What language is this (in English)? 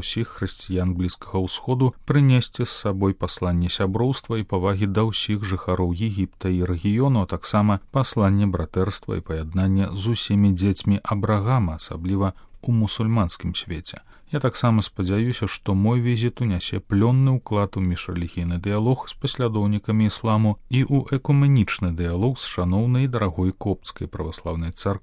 Belarusian